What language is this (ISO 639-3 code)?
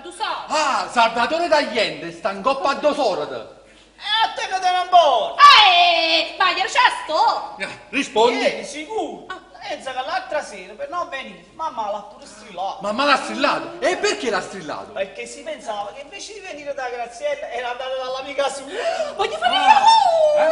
nap